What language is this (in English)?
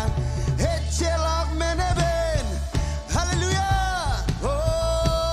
Marshallese